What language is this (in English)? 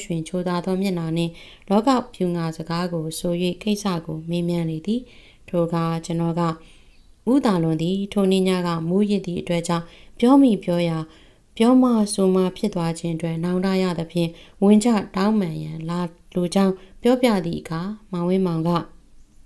Burmese